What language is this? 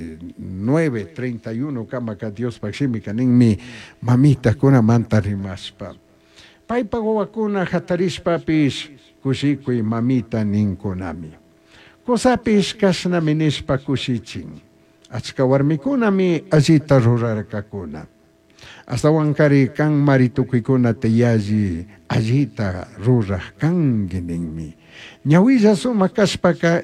Chimborazo Highland Quichua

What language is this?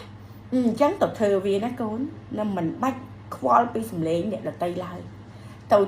Khmer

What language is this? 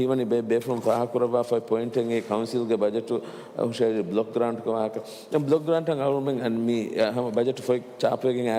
Divehi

